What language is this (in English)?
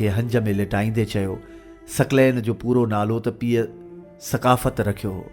Sindhi